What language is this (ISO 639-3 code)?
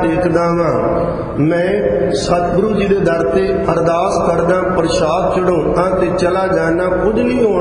pan